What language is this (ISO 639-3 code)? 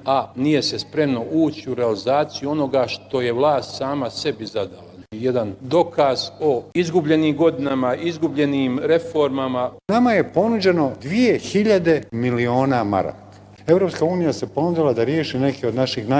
bos